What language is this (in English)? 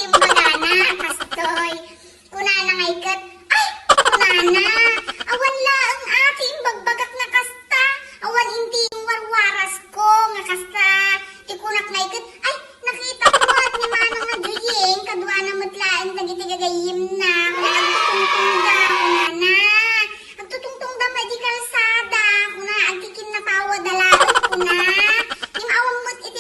Iloko